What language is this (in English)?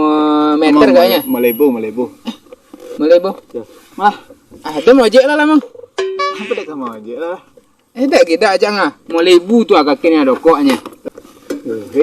Minangkabau